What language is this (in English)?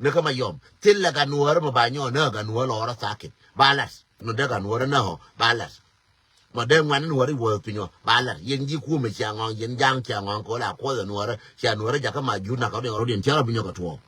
Nuer